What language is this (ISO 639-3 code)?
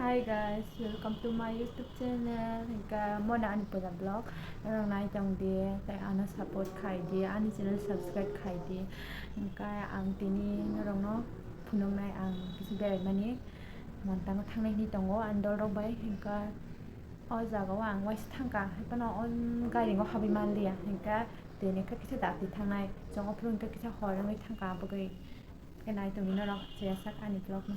trp